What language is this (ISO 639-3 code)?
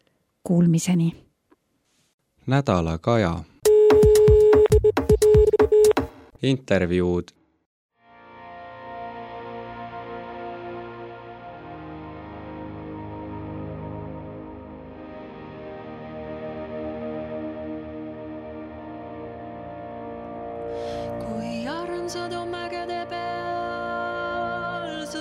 est